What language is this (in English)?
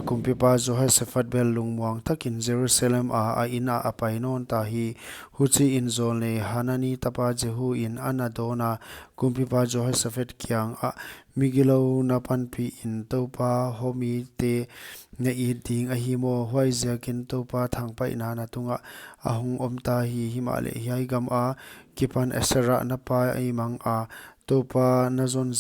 Paite Chin